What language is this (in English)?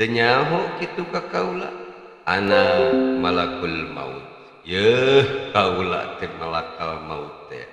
Sundanese